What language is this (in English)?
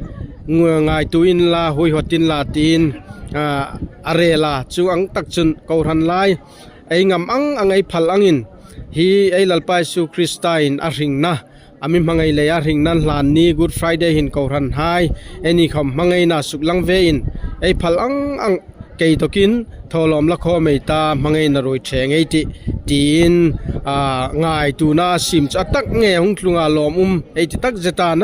Hmar